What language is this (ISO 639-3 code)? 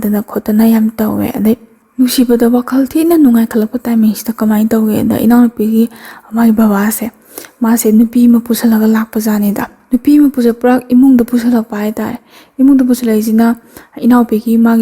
mni